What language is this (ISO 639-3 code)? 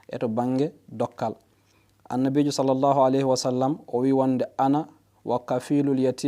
ful